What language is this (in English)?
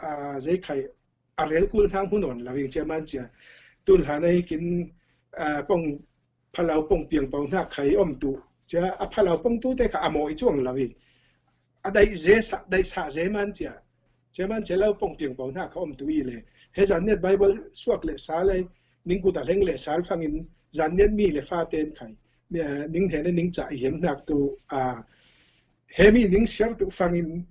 Falam Chin